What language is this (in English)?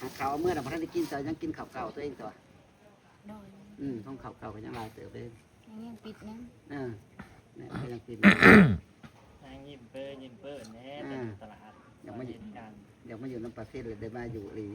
Northeastern Thai